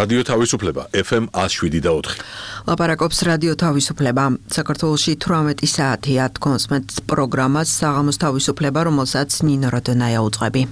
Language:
Georgian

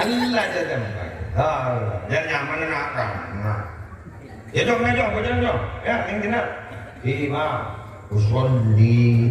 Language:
Madurese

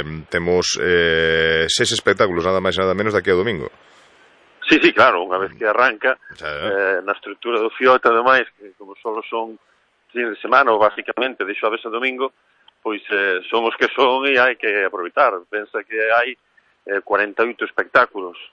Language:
Galician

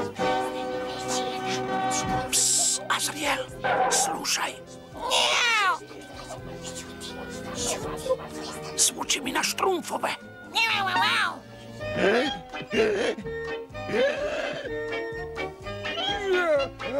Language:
Croatian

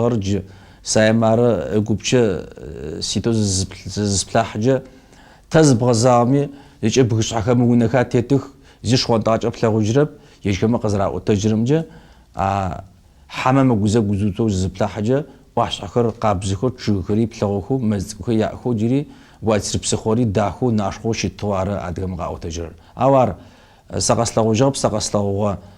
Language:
Kabardian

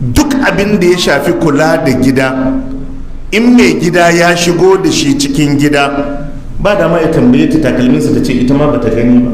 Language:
Hausa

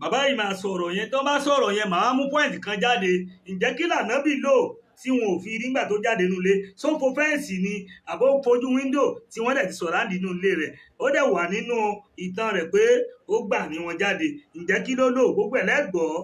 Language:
Yoruba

